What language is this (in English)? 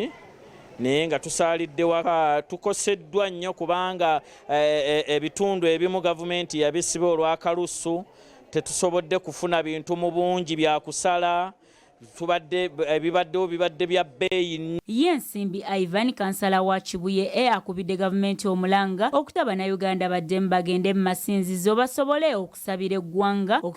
Ganda